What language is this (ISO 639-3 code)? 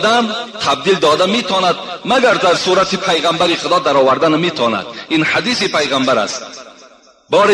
tgk